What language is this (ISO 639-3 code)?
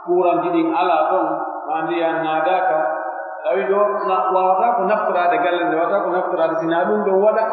fuf